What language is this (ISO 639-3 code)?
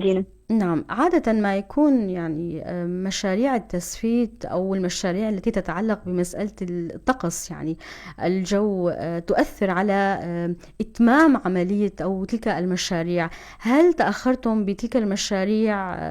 apc